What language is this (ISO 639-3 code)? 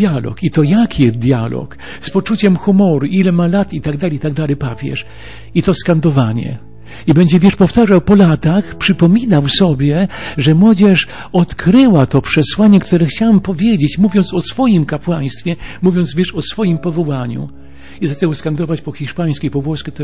pol